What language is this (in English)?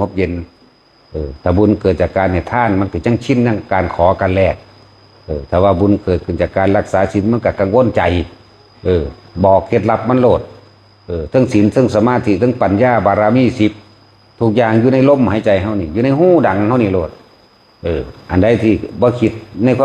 Northeastern Thai